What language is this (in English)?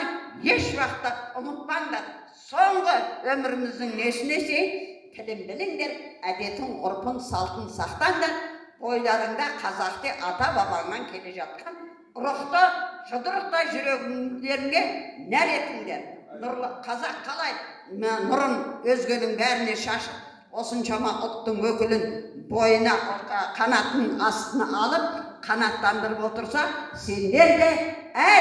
Kazakh